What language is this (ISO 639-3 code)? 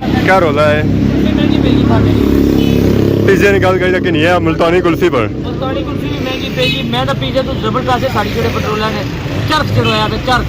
phr